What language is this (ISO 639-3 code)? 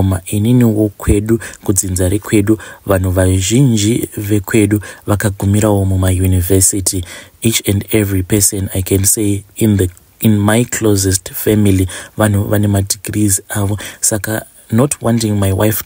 sna